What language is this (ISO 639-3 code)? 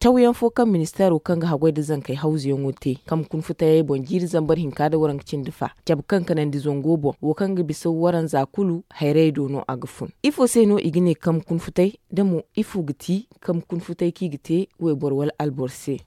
dje